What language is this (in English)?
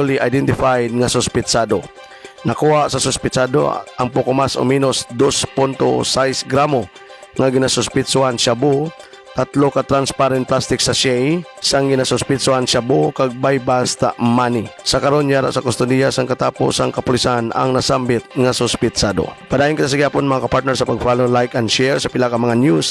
Hiligaynon